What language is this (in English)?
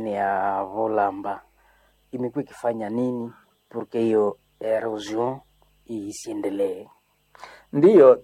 Swahili